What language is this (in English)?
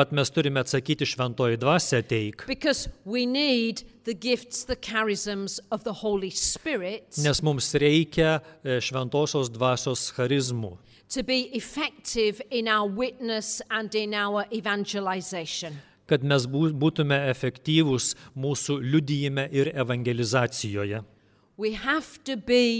Lithuanian